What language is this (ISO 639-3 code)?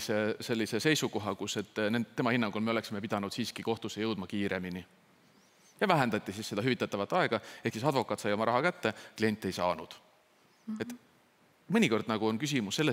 est